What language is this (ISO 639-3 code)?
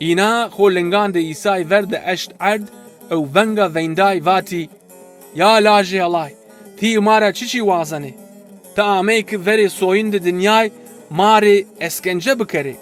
zza